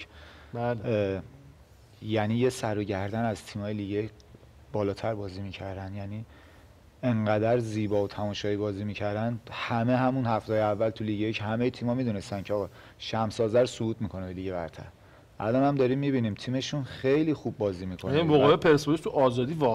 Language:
Persian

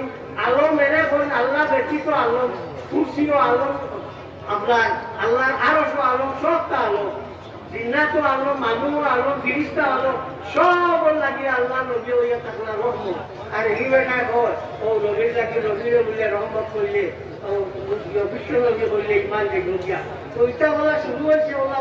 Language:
Sylheti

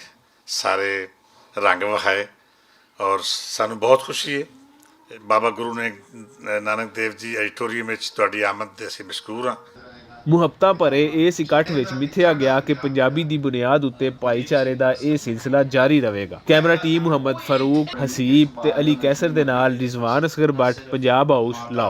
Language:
Western Panjabi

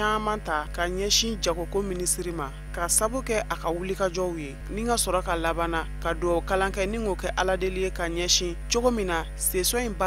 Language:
Bambara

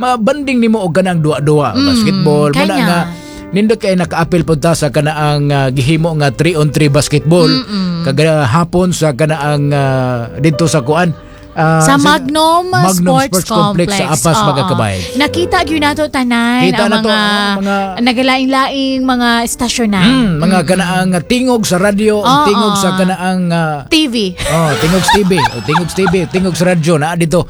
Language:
Cebuano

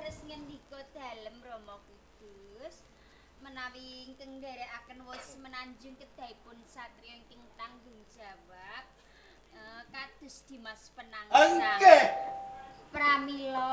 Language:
Javanese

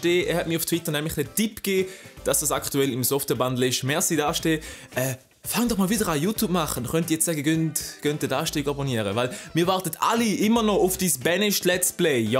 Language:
Swiss German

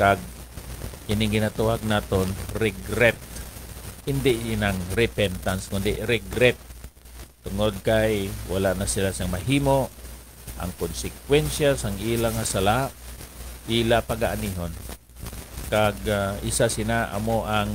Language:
Hiligaynon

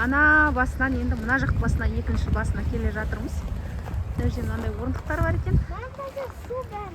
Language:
Kazakh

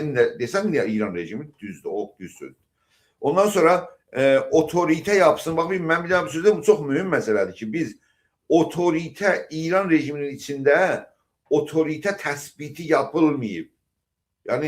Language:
South Azerbaijani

